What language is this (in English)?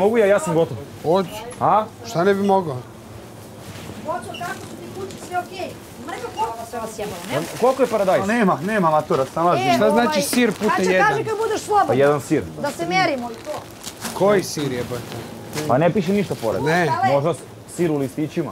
Bosnian